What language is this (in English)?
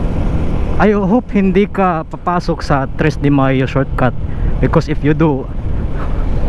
Filipino